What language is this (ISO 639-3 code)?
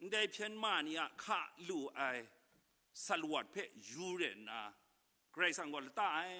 kac